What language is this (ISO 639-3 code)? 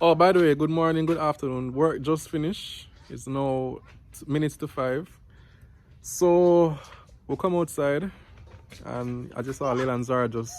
jam